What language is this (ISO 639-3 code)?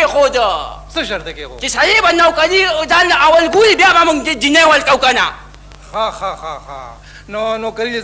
pus